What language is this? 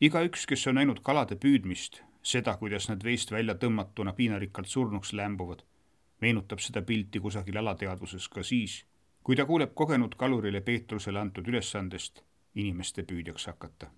Estonian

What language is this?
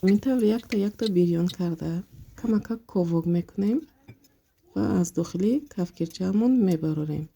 Tajik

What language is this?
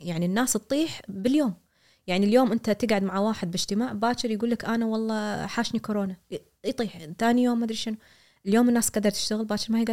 Gulf Arabic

